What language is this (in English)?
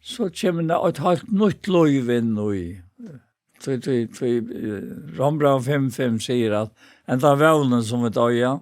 Faroese